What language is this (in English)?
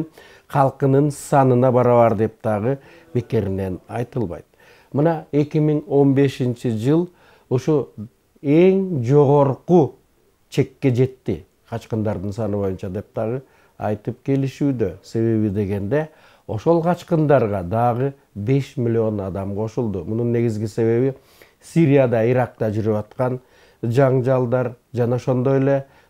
Kyrgyz